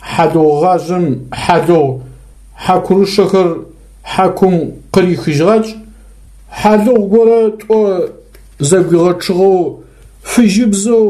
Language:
Adyghe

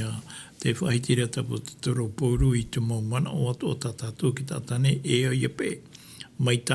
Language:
Tahitian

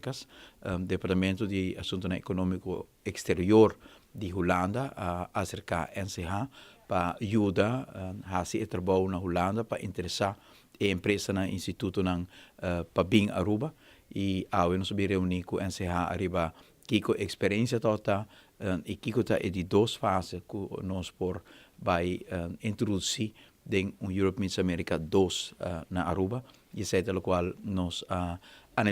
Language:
Papiamento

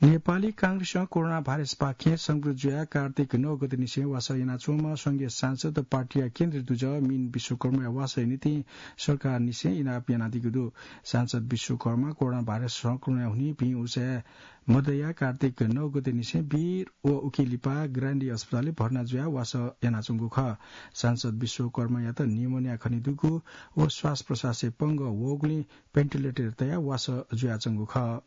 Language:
Newari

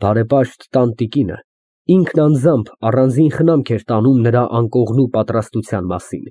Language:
Armenian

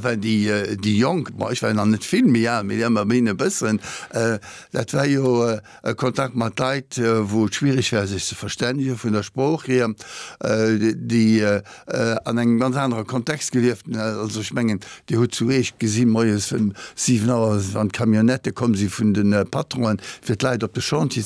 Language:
Luxembourgish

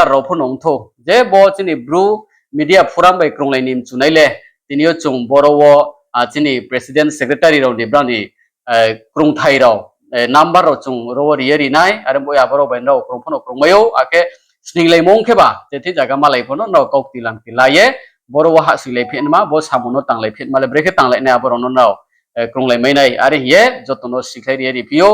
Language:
Riang (India)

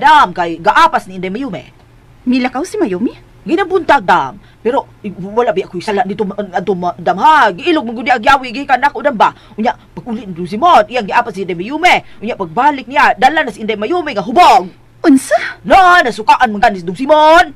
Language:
Cebuano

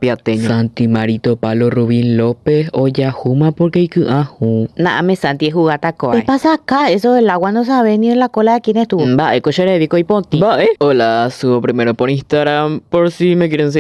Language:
Guarani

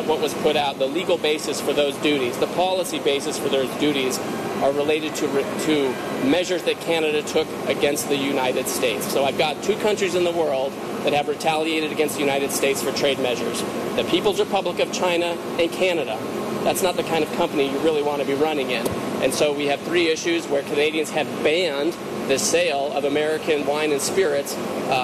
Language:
English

